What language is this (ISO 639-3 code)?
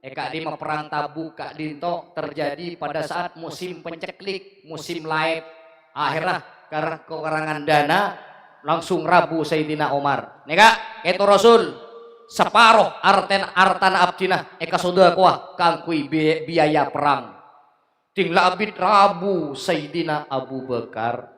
mad